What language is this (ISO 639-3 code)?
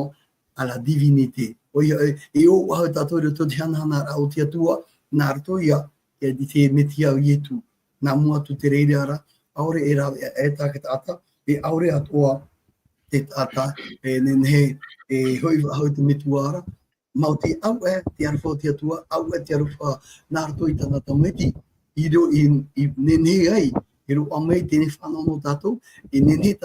tah